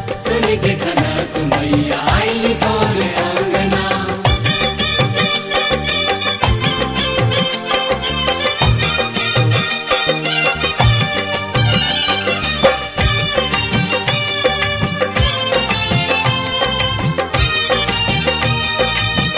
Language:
Bhojpuri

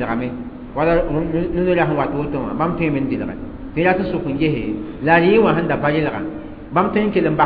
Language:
Mossi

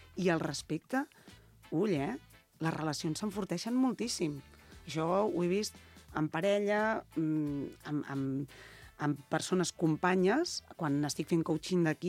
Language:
Catalan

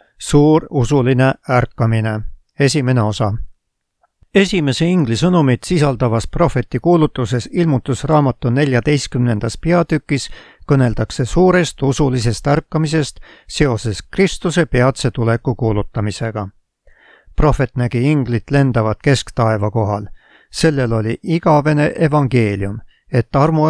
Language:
Estonian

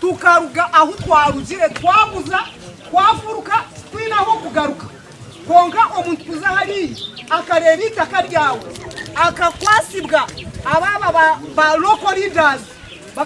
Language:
Nyankole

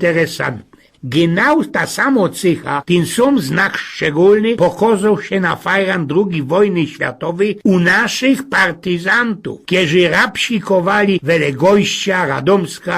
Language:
Silesian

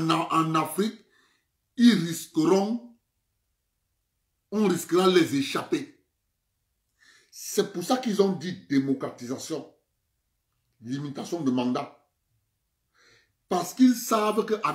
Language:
French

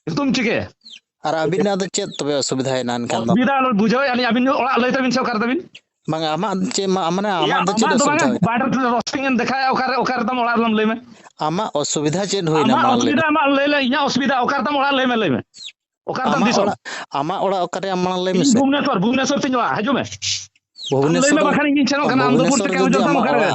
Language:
Santali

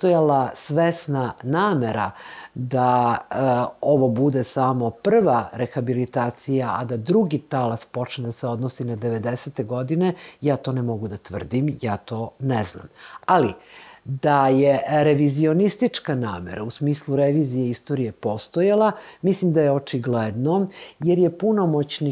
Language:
Serbian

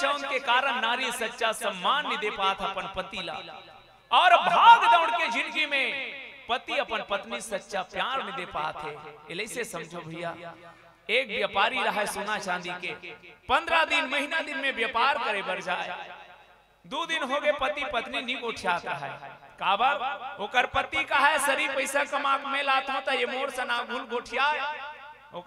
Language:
Chhattisgarhi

